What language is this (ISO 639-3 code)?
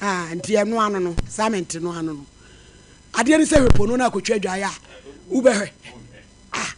aka